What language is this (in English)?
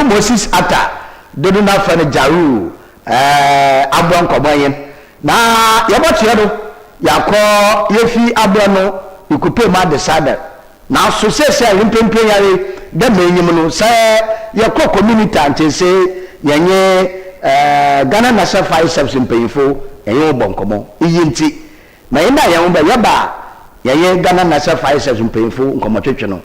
Akan